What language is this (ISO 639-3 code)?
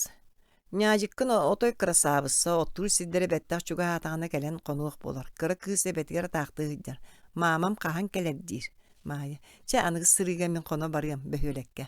sah